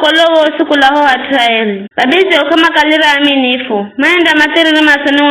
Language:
Giryama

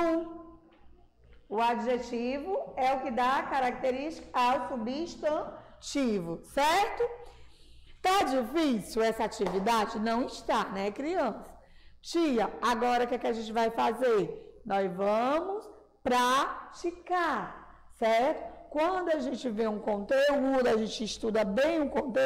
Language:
Portuguese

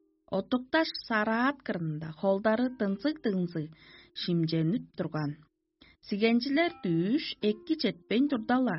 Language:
Tuvinian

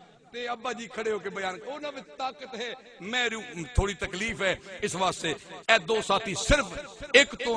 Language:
Saraiki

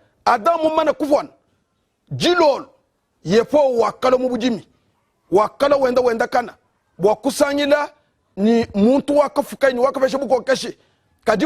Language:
Luba-Lulua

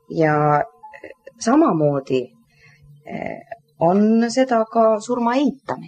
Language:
Estonian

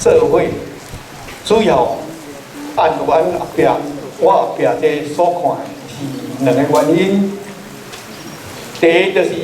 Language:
Min Nan Chinese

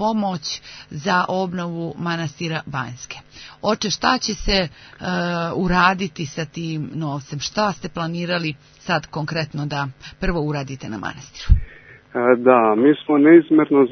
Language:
Serbian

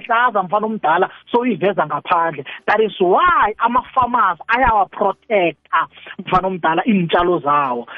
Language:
South Ndebele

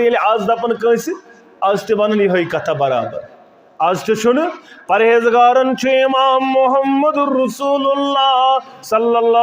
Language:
Kashmiri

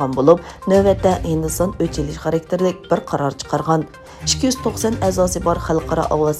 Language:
Uyghur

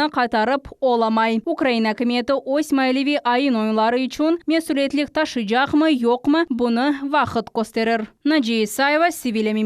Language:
Crimean Tatar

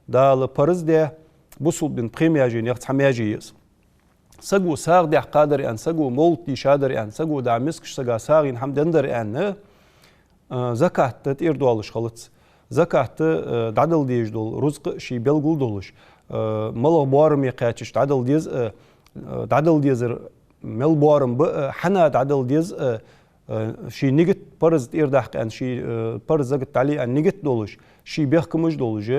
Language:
Ingush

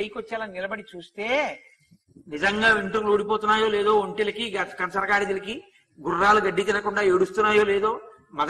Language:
Telugu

